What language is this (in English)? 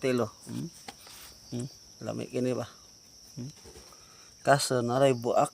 Cebuano